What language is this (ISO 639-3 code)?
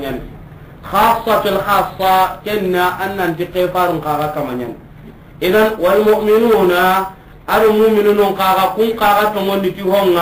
snk